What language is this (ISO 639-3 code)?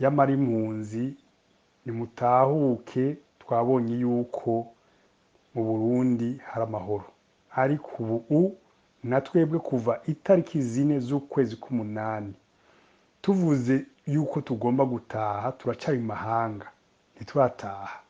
run